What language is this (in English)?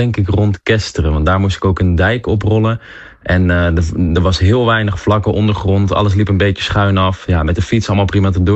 Dutch